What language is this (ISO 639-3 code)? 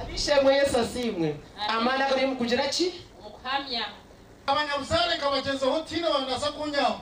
nyn